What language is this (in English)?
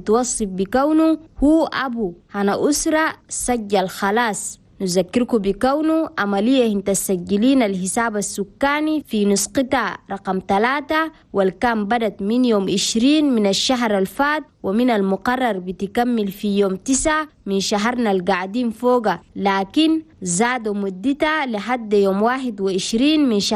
Chadian Arabic